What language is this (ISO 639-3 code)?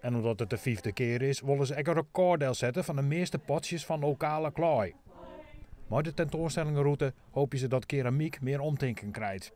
fry